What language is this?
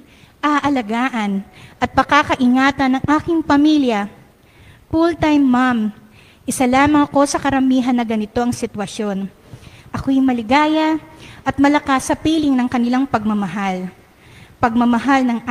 Filipino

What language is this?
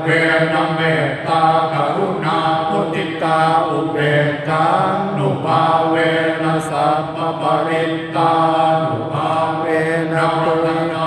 Pali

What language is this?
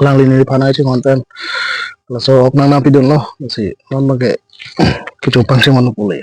Karbi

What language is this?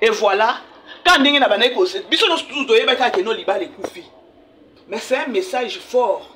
Lingala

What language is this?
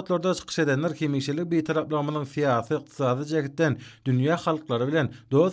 Turkmen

